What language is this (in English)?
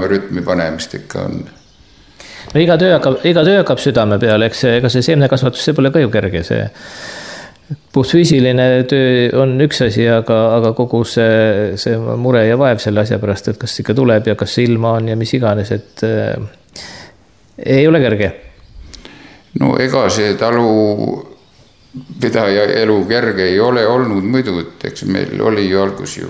Estonian